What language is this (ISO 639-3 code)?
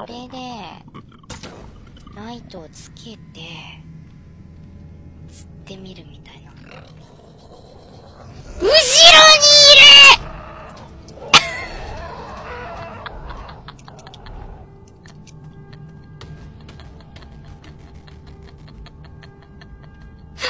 jpn